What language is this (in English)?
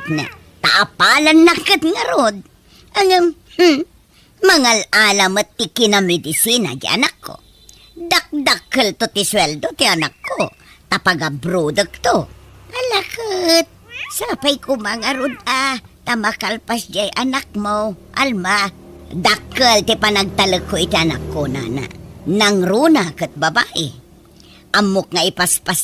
Iloko